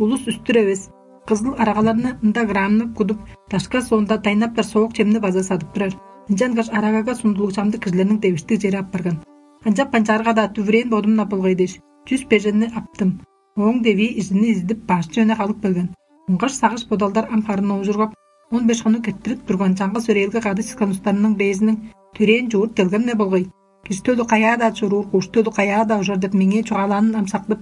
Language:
Tuvinian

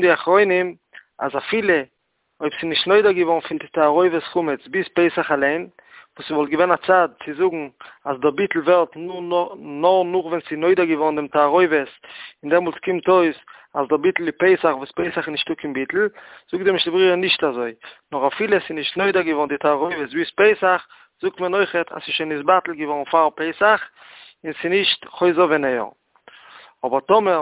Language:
Yiddish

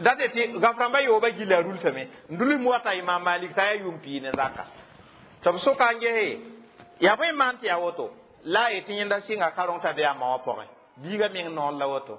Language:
Mossi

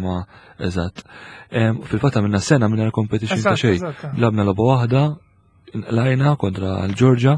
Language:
Maltese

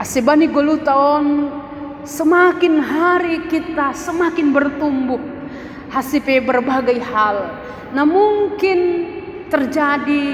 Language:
Batak Simalungun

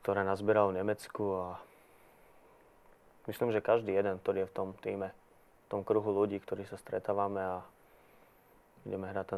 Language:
Slovak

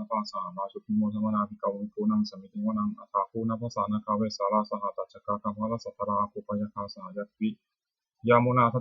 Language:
Pali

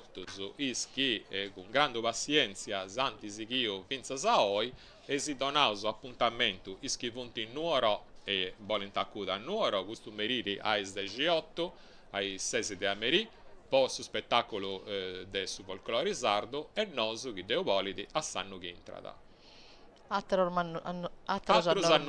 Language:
Sardinian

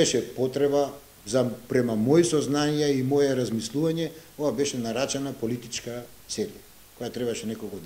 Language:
Macedonian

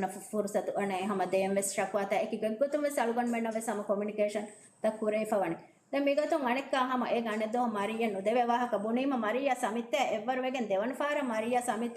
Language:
Divehi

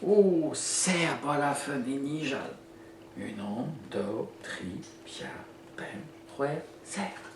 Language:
Breton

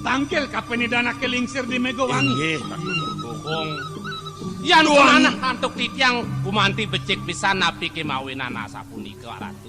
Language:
Balinese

